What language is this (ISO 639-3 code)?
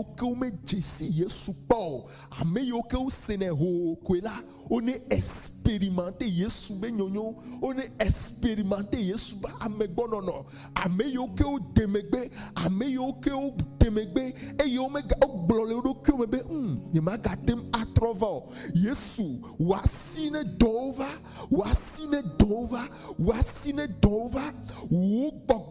ewe